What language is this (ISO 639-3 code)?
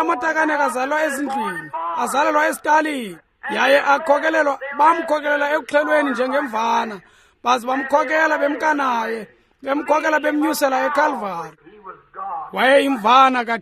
xho